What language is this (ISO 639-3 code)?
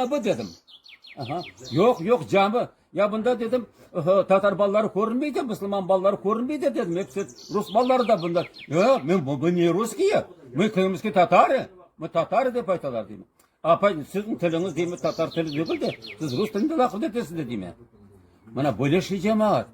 crh